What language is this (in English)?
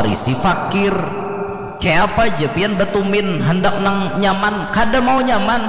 Banjar